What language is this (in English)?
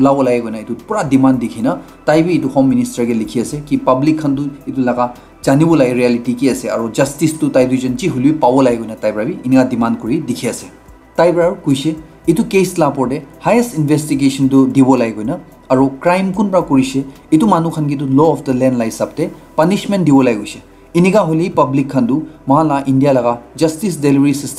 Naga Pidgin